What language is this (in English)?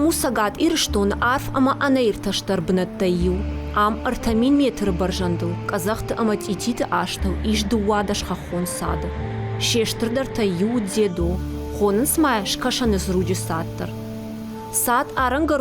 Ossetic